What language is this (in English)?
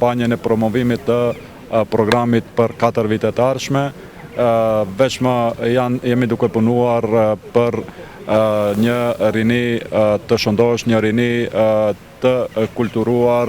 Albanian